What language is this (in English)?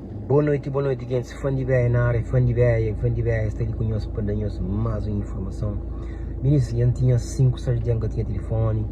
Kabuverdianu